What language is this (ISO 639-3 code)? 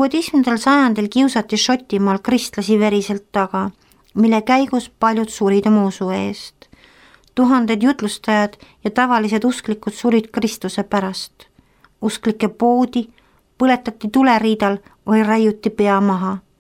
est